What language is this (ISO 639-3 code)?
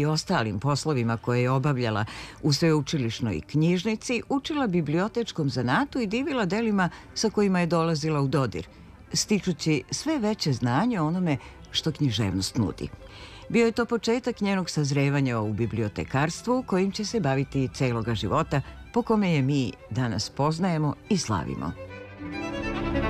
srp